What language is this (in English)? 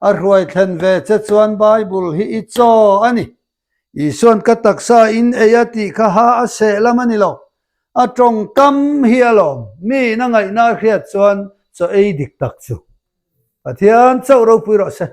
Mizo